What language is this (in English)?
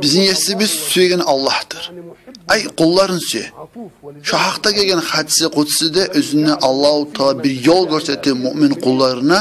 Kumyk